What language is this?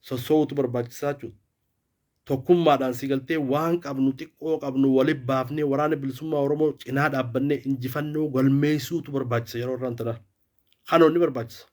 Oromo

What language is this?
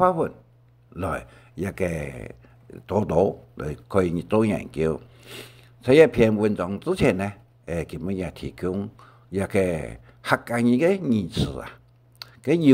Hakka Chinese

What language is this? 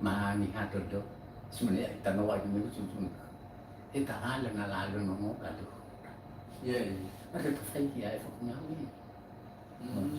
Nias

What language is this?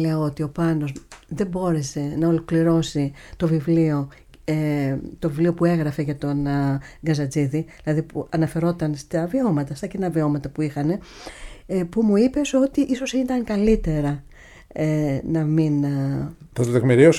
Greek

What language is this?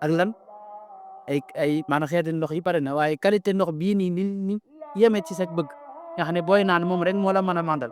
Wolof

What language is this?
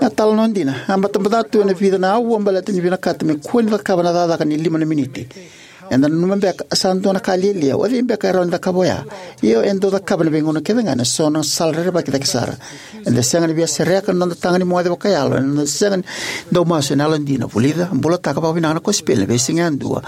Fijian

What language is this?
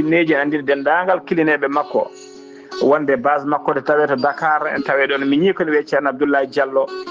Fula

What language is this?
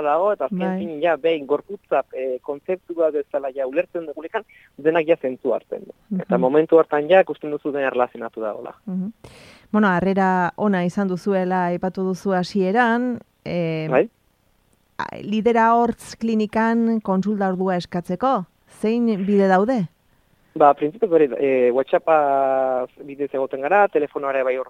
Basque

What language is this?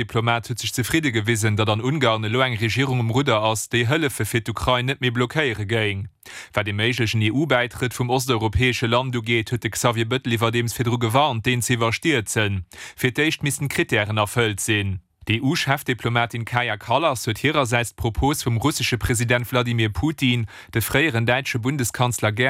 Luxembourgish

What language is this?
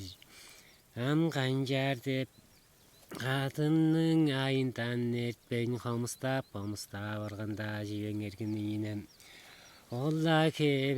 Tuvinian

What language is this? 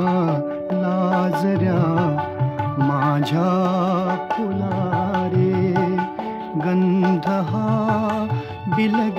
Marathi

